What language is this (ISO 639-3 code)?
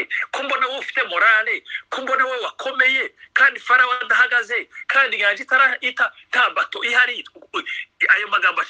kin